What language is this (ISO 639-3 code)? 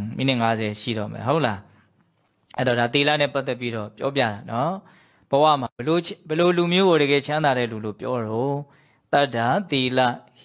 mya